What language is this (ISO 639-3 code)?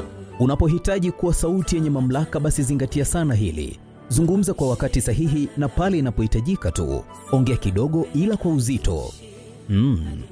swa